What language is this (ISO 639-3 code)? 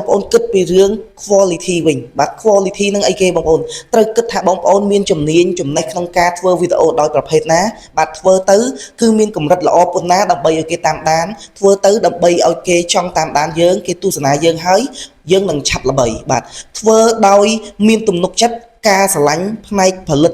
khm